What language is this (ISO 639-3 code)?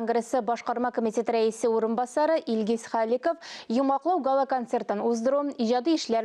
tat